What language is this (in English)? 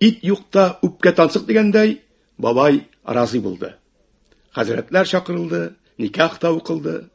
Tatar